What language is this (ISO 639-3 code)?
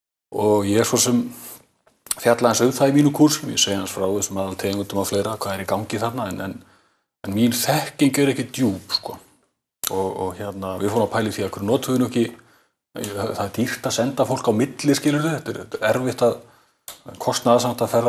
isl